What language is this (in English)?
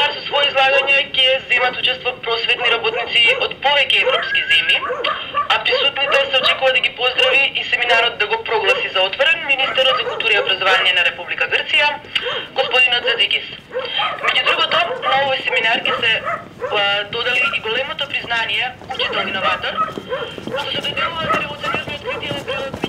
Macedonian